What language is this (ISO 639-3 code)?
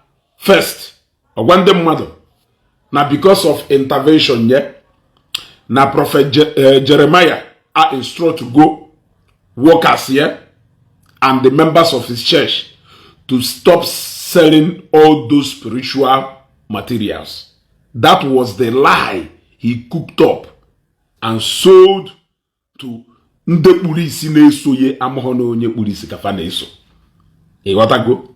ibo